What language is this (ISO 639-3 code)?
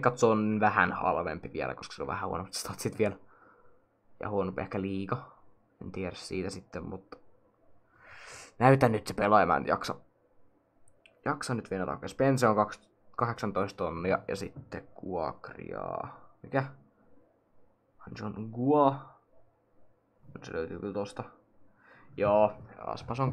fin